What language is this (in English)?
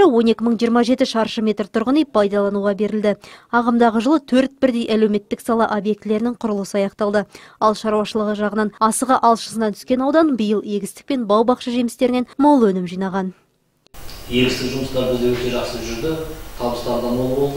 Kazakh